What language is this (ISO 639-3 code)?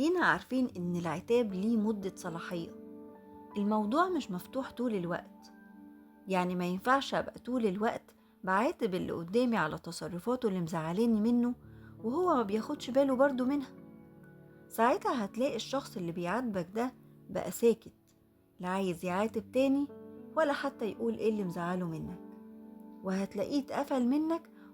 arz